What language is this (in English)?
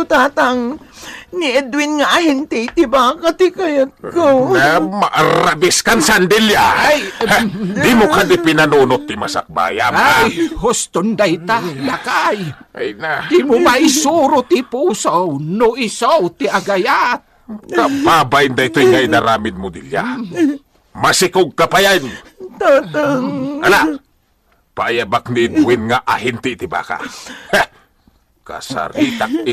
Iloko